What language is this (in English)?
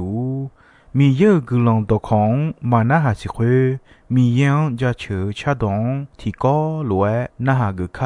Akha